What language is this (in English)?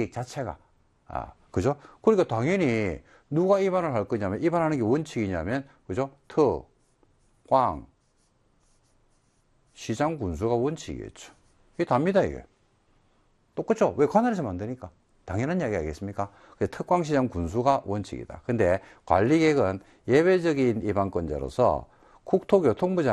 Korean